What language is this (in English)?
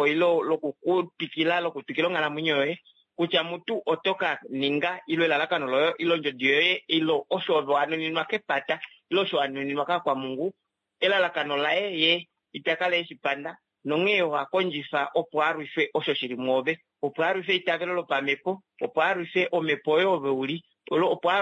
Kuanyama